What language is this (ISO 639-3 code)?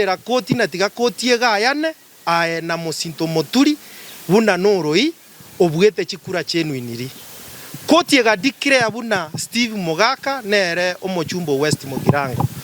guz